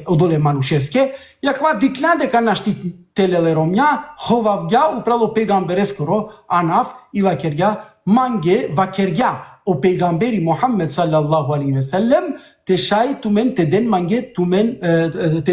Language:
Balkan Romani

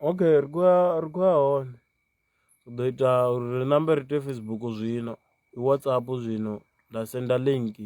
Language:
Venda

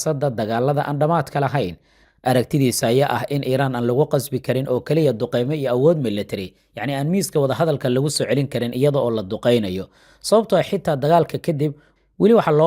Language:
Somali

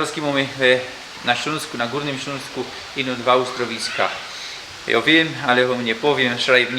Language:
Silesian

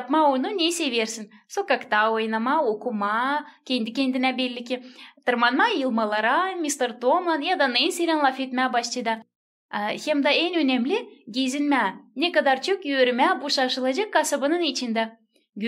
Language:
Gagauz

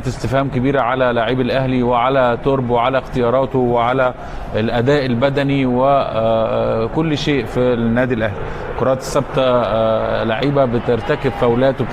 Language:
Egyptian Arabic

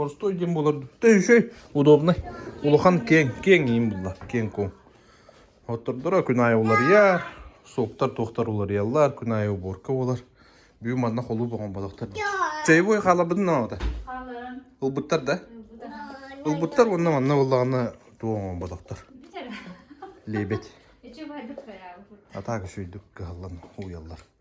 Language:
Yakut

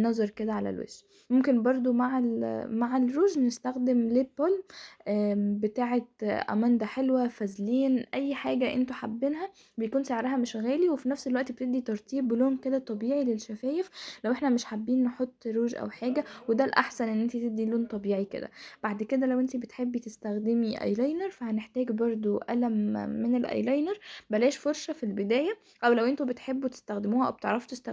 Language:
Egyptian Arabic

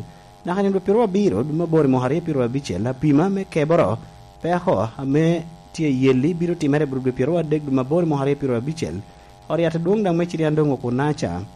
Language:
Lango (Uganda)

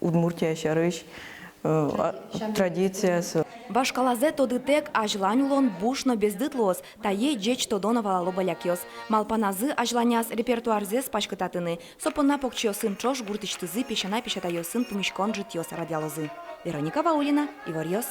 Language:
Udmurt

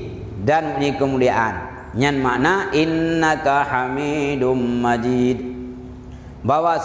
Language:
Achinese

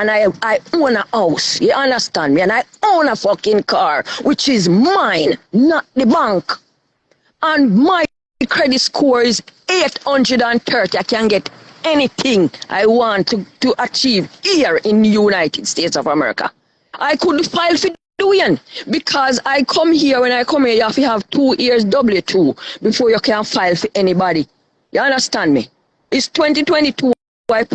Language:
Jamaican Creole English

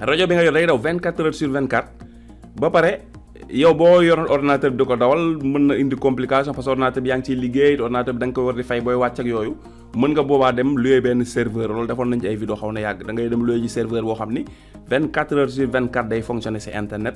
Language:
Wolof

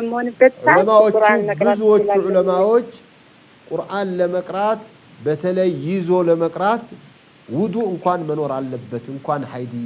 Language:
Amharic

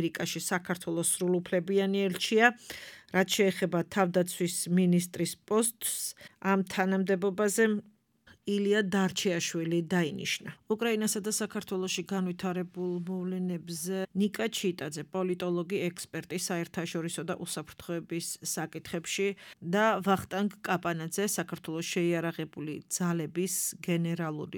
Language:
Georgian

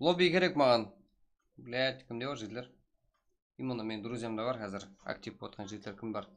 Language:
Kara-Kalpak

